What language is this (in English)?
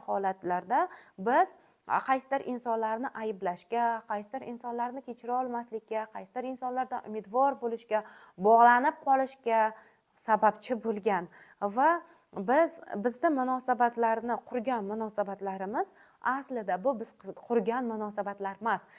Uzbek